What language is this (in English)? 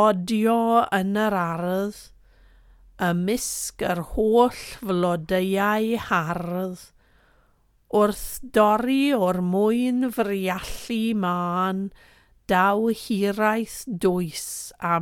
Welsh